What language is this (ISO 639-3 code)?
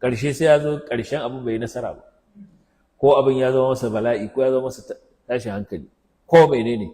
hau